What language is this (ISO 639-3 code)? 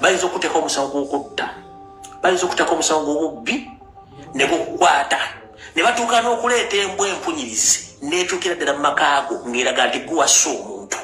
lug